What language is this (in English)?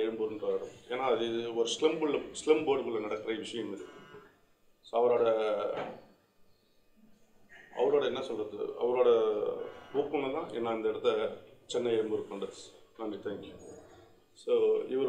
Tamil